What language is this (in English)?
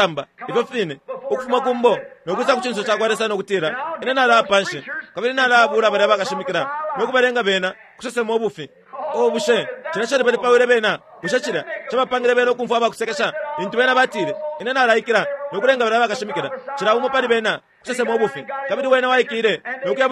Bemba